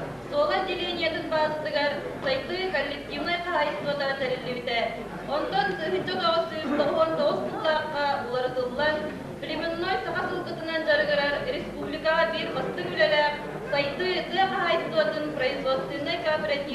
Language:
Yakut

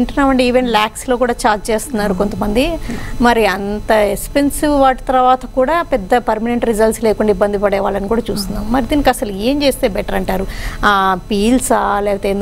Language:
Telugu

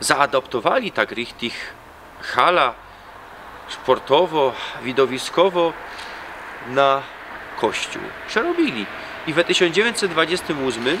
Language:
Silesian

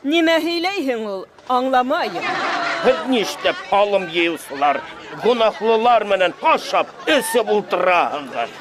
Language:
Bashkir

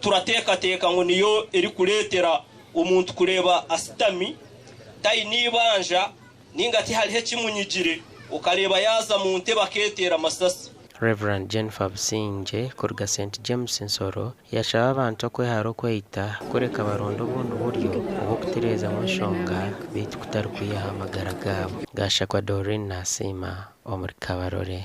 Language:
Nyankole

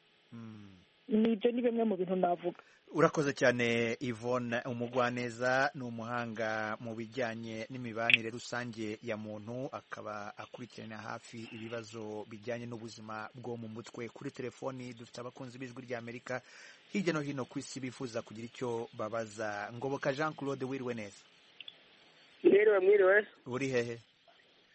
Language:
Kinyarwanda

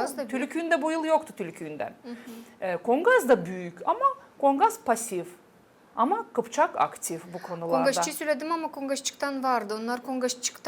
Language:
Gagauz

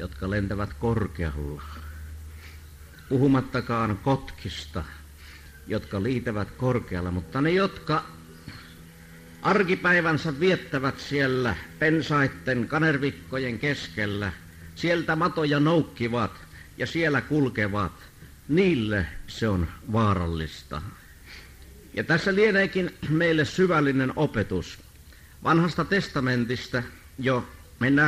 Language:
Finnish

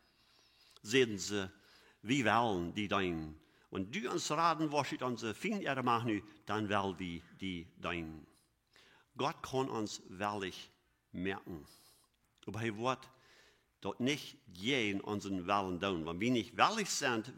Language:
Plautdietsch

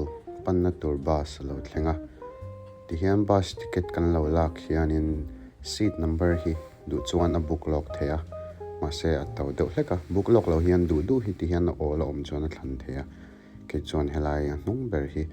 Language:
Mizo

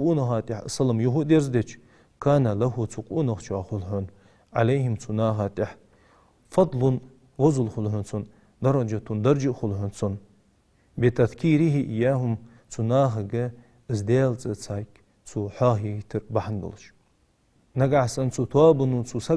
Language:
Ingush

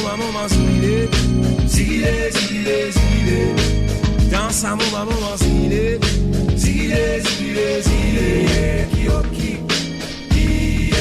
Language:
Morisyen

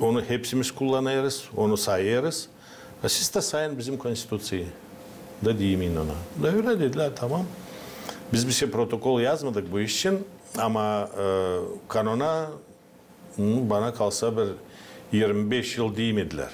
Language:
Gagauz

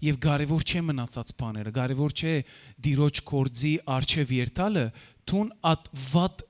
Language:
Western Armenian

